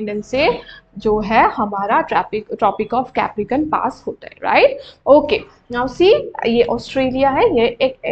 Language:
Hindi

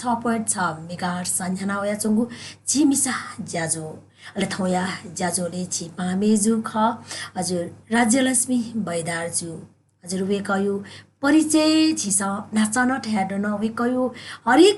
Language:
Newari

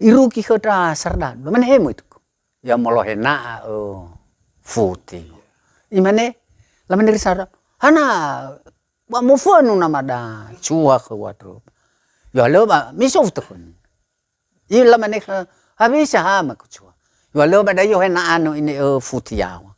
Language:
Nias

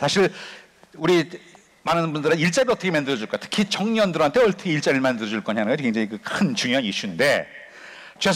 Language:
Korean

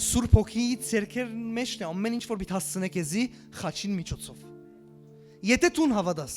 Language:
Western Armenian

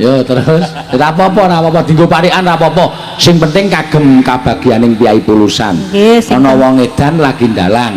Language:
Javanese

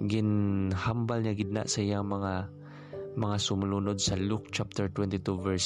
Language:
Hiligaynon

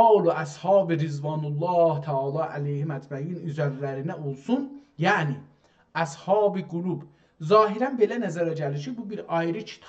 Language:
South Azerbaijani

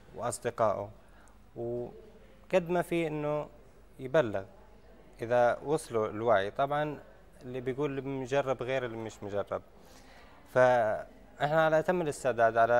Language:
North Levantine Arabic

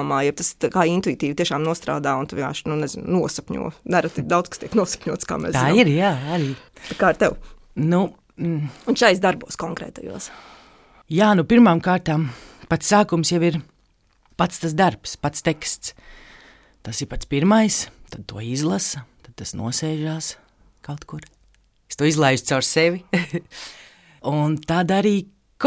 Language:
Latvian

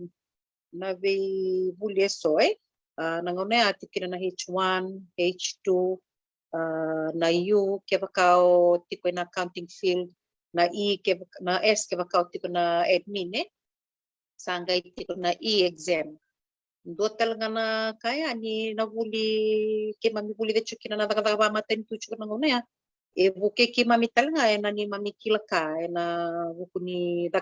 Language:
Fijian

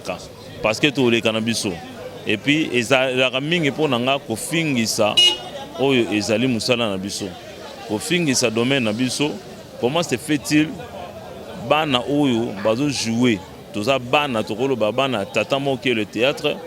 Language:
Lingala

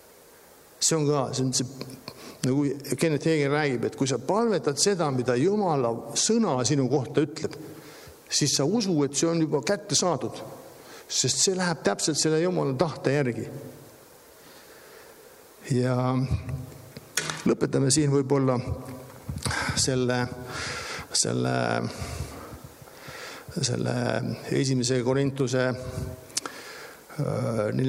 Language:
Estonian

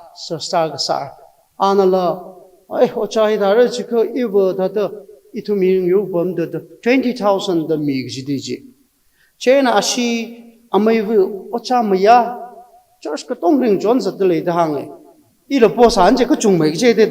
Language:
Tangkhul Naga (India)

